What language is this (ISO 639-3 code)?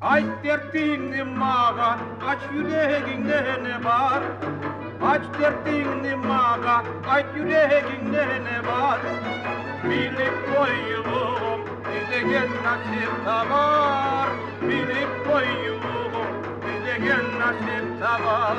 kum